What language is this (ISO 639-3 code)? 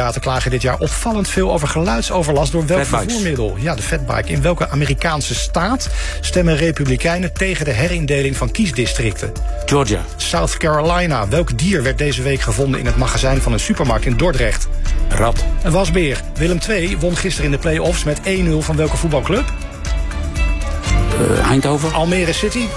nld